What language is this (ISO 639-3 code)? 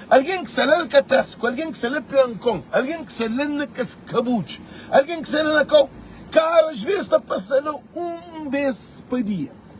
kea